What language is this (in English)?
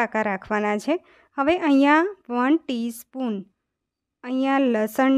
Gujarati